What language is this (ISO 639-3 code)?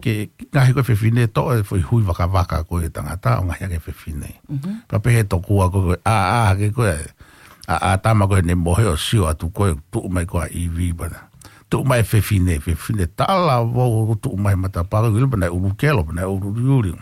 ton